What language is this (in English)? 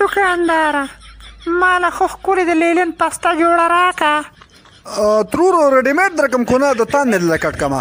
Pashto